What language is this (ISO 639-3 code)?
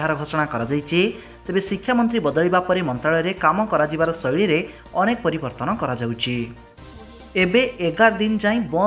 ori